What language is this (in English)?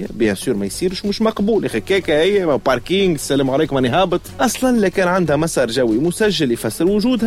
Tunisian Arabic